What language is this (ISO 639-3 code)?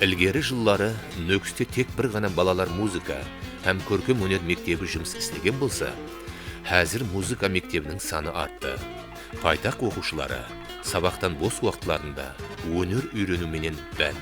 kaa